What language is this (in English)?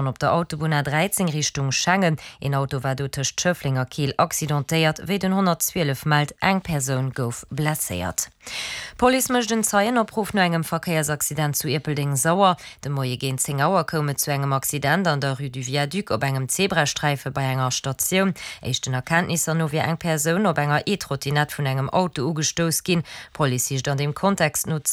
Luxembourgish